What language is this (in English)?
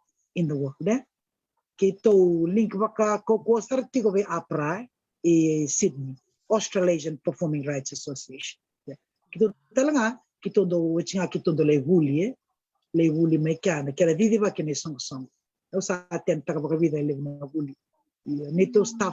Fijian